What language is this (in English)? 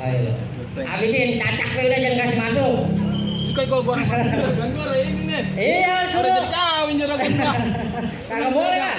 Betawi